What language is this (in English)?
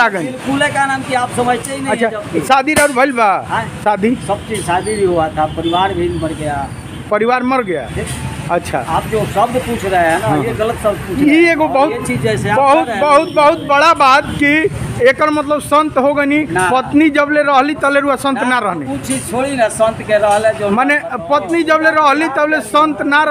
Bhojpuri